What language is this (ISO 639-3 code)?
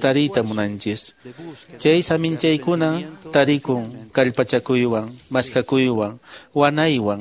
que